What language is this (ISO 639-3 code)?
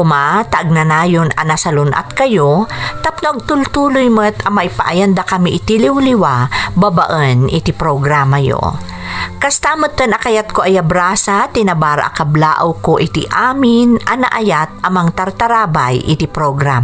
ilo